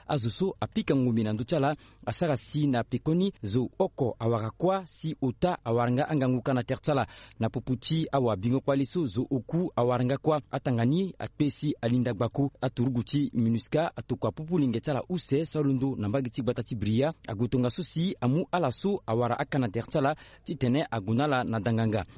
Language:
Sango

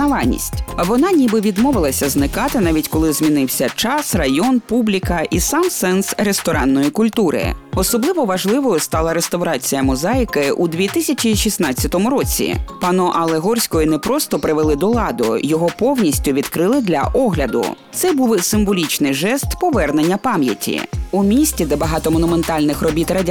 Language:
Ukrainian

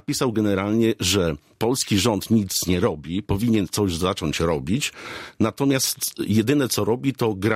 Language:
Polish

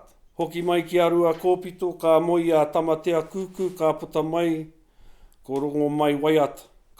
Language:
Māori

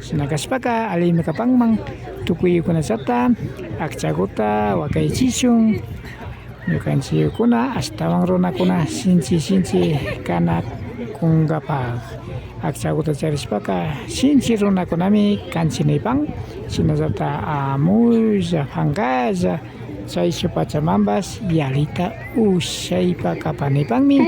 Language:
Imbabura Highland Quichua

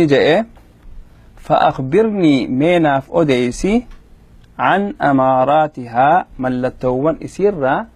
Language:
Oromo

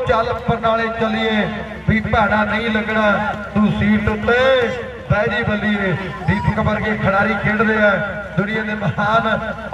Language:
Punjabi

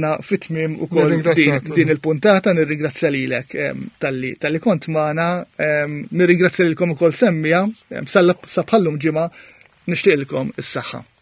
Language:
Maltese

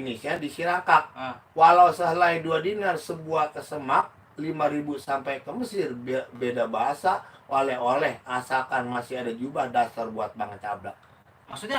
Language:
Betawi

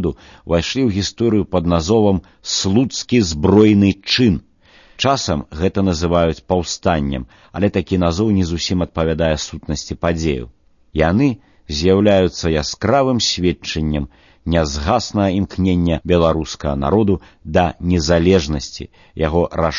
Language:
Belarusian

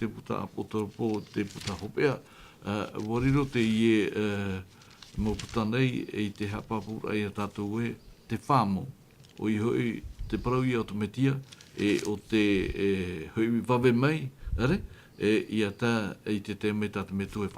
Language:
Tahitian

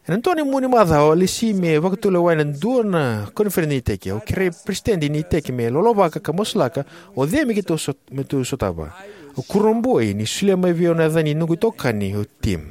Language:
Fijian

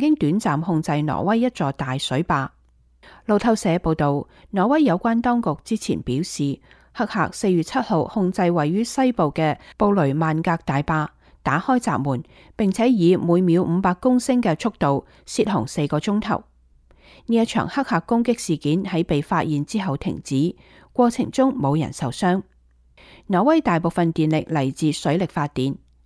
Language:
Cantonese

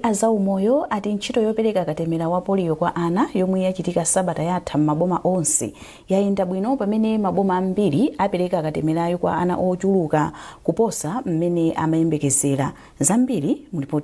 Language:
Nyanja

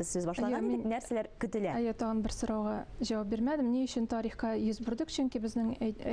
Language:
Tatar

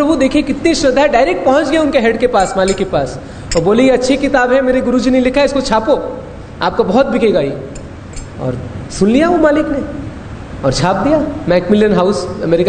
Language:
Hindi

